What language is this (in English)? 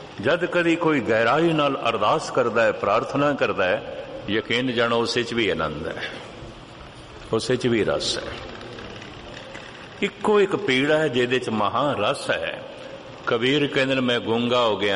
Punjabi